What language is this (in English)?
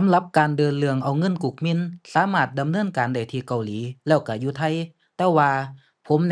Lao